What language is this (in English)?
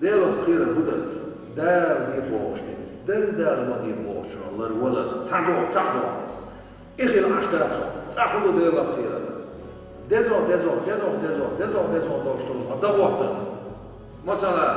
Chechen